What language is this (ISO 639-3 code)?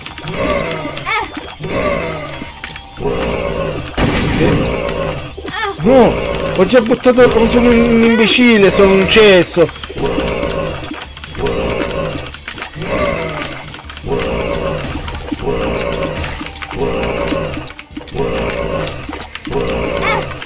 ita